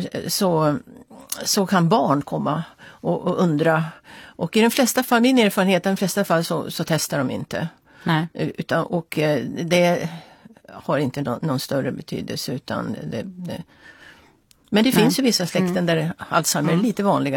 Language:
Swedish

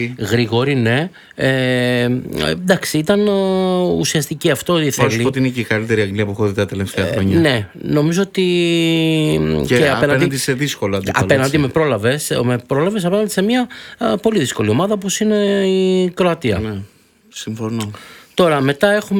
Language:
Greek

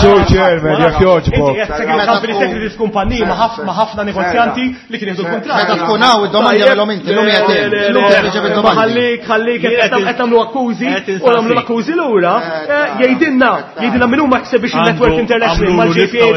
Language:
Maltese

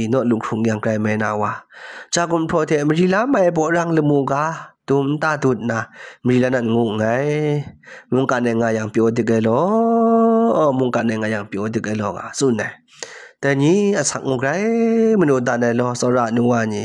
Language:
Kachin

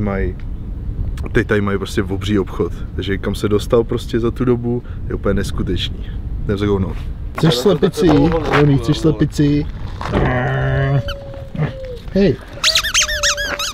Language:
Czech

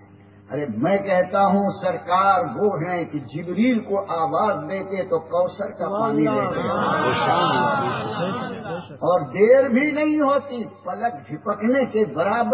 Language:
Urdu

